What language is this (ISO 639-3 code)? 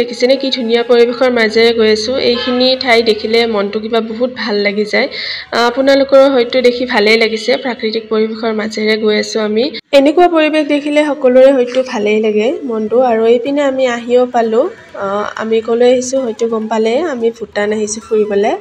asm